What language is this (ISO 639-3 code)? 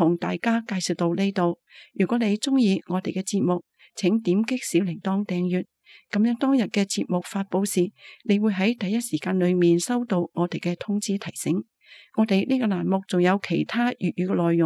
yue